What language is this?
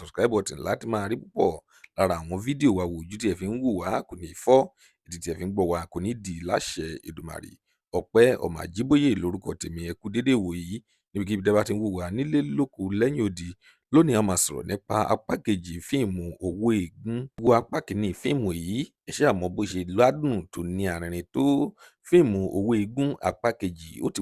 Yoruba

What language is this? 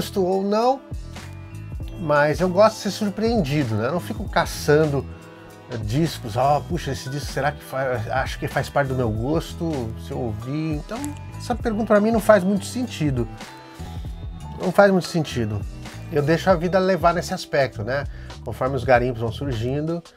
Portuguese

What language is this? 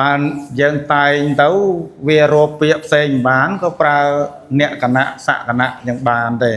Khmer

